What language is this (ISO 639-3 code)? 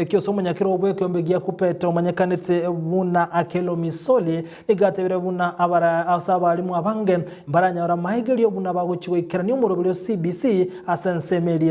guz